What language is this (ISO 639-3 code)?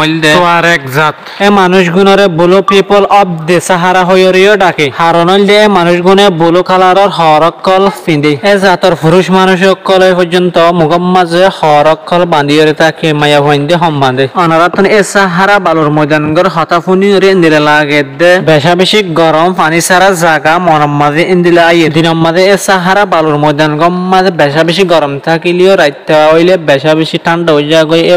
rhg